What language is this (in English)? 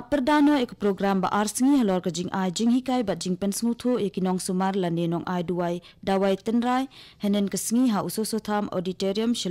Khasi